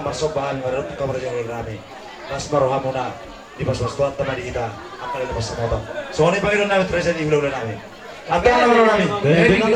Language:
Batak Toba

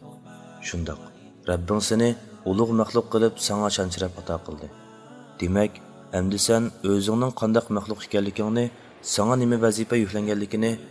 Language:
Uyghur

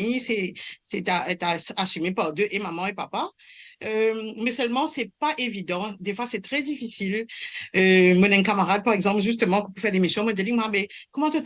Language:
Morisyen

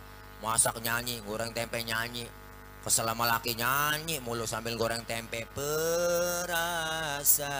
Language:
Betawi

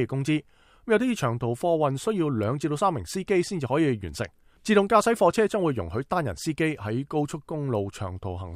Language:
Cantonese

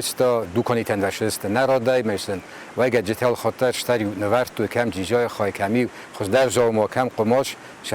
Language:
Ossetic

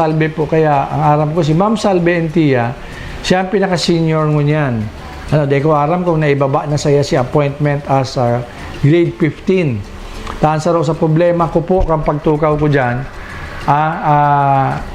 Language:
Bikol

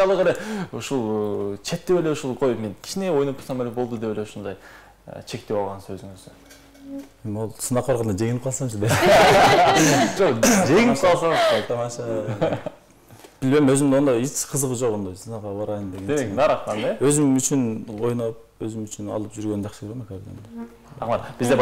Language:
Kyrgyz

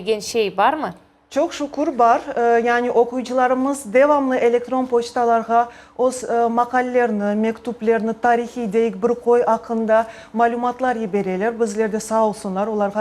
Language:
Crimean Tatar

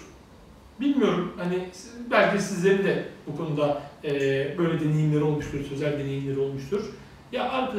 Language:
Turkish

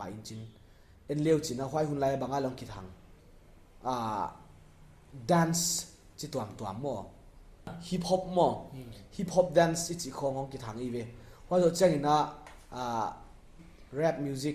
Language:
Paite Chin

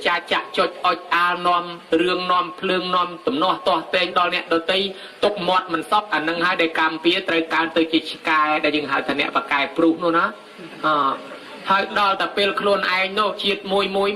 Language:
Khmer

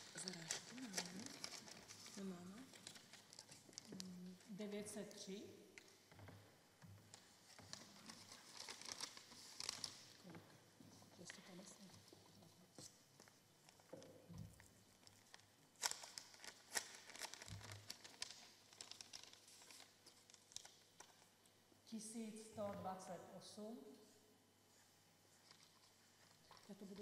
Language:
Czech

